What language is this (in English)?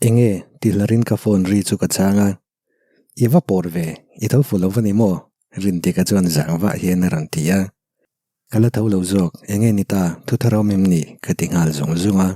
Mizo